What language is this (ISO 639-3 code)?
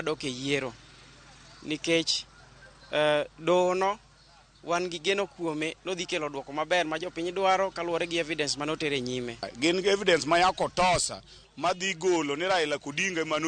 luo